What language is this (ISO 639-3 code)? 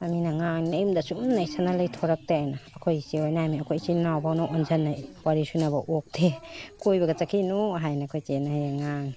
mni